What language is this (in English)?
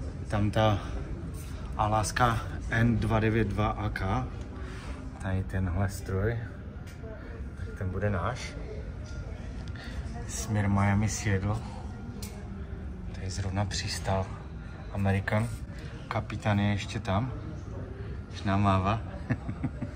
Czech